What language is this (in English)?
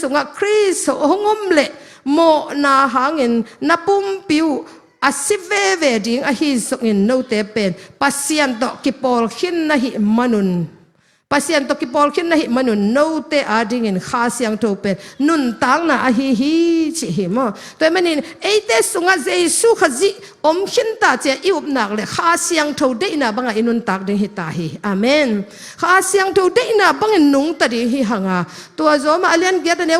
Tedim Chin